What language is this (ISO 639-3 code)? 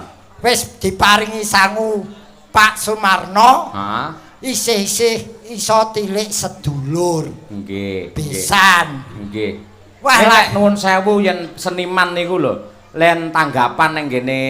jav